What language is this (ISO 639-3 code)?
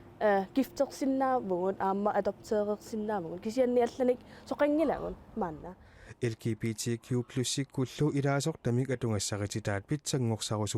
kal